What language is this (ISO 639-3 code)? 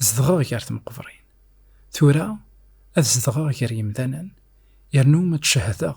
kab